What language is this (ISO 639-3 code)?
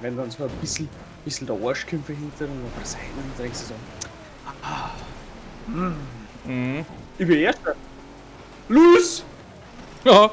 bar